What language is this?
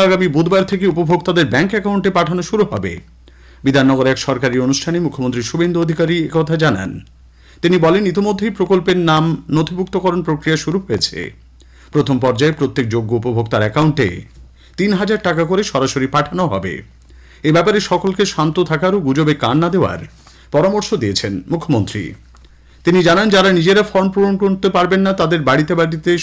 Bangla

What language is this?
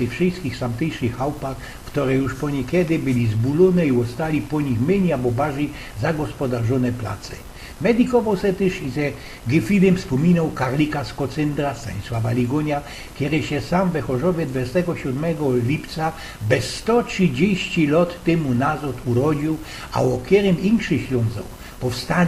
Silesian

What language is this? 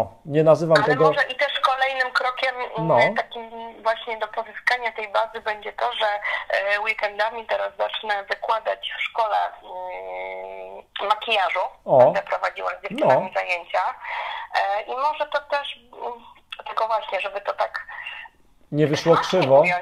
Polish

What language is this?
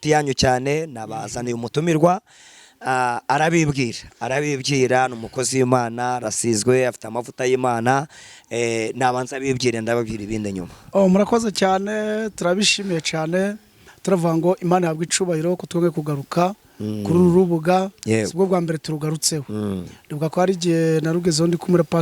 Kinyarwanda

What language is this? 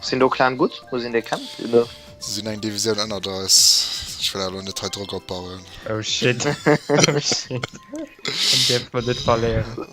Luxembourgish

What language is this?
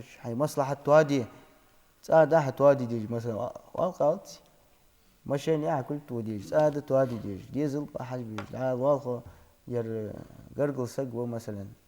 Ingush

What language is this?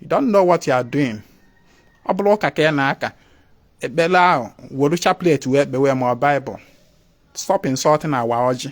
Igbo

